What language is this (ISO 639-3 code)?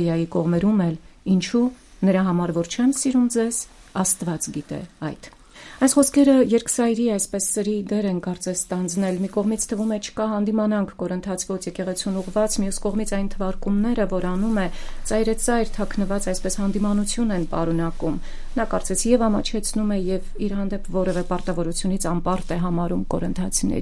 hye